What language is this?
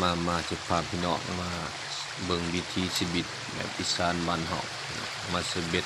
Lao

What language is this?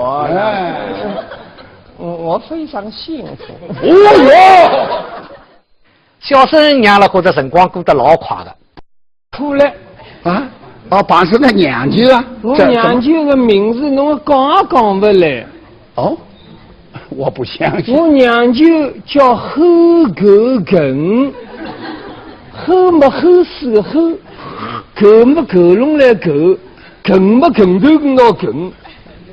Wu Chinese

